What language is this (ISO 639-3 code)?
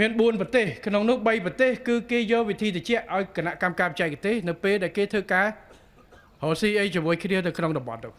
khm